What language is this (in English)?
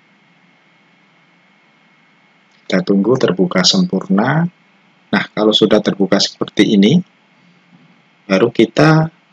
Indonesian